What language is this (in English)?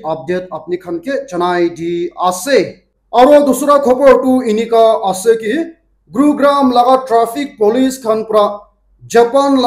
Naga Pidgin